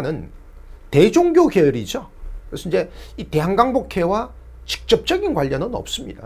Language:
Korean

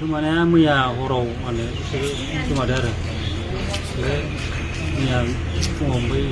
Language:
Bodo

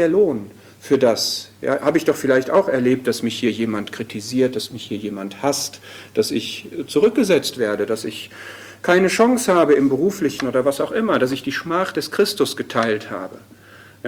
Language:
German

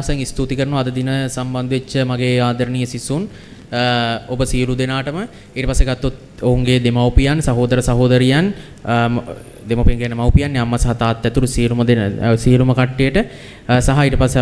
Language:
Sinhala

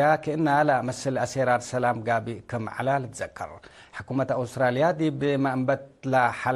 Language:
Tigre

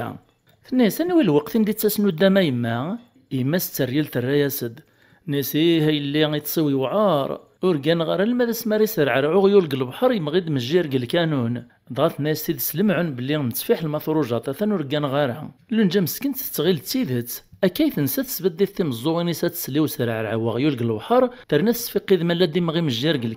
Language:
Kabyle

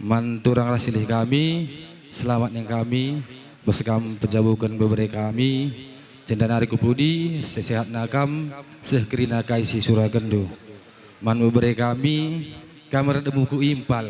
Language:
Batak Karo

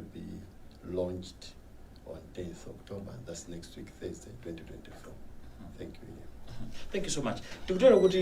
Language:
Nyanja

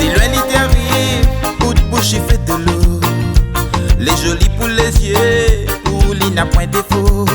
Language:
Réunion Creole French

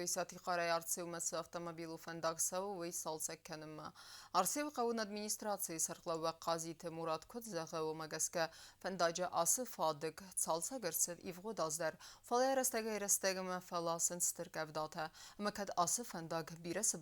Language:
Ossetic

